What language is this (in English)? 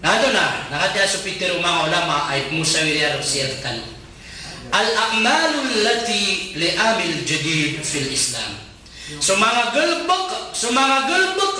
Maranao